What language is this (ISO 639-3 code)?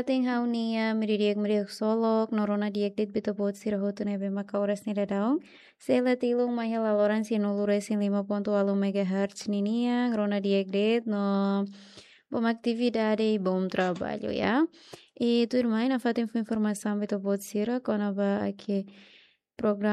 tet